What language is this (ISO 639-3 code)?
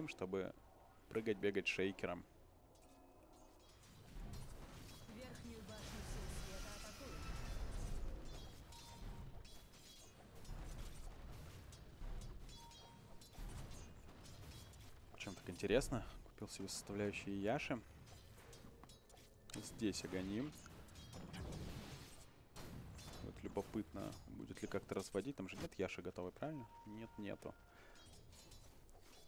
rus